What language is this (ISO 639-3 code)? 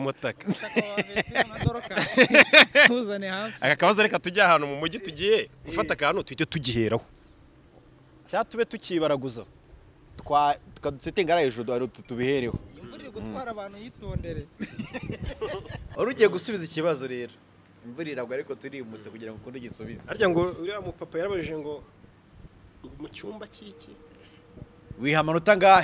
kin